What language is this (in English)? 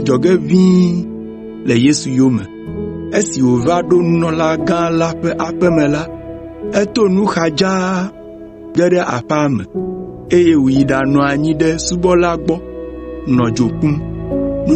Ewe